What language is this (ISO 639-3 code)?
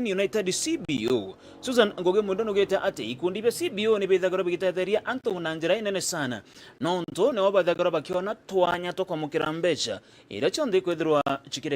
mer